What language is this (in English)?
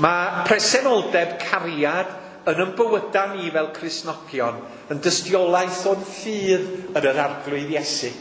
Welsh